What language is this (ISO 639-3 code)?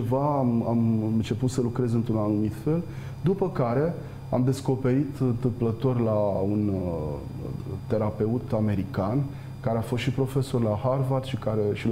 ron